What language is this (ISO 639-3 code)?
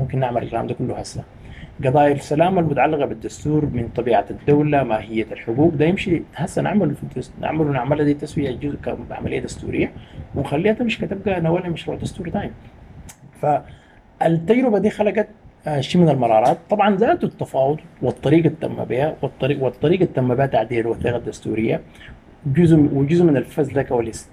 apd